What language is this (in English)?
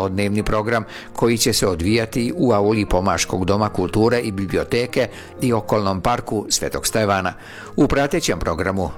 Serbian